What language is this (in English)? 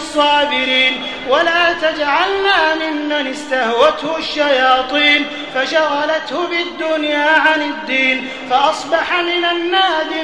Adamawa Fulfulde